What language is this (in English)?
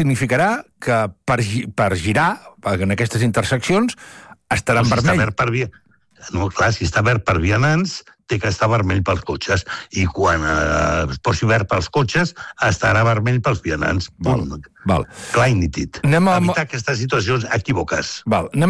Catalan